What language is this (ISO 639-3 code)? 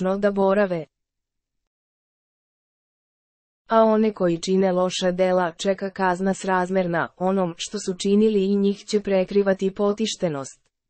srp